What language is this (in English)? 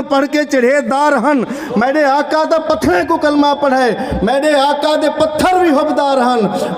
Saraiki